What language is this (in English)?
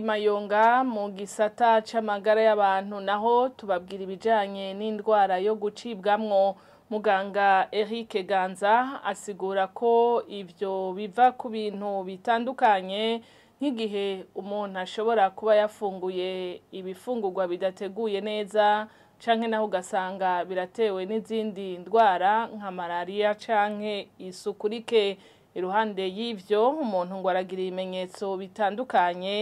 Rundi